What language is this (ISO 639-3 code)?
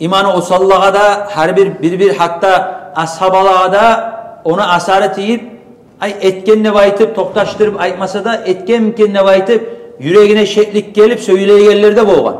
kum